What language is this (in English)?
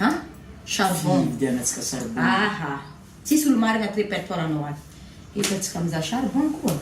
Malagasy